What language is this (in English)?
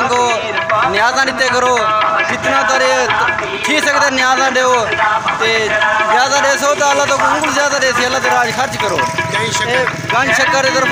Saraiki